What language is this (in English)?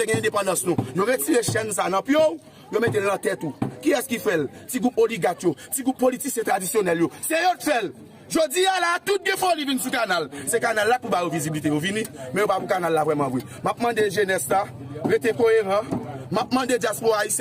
Haitian Creole